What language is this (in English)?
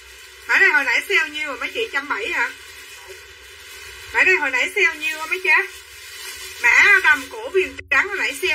Vietnamese